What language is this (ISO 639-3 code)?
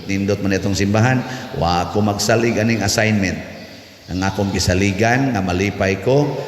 ceb